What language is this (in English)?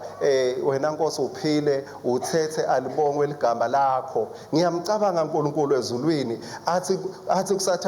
Swati